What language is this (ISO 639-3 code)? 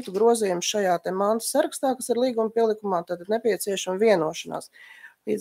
lav